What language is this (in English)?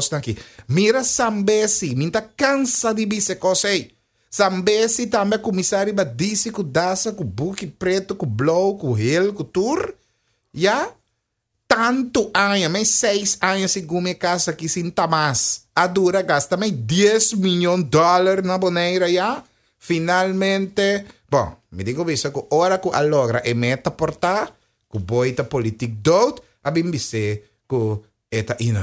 Papiamento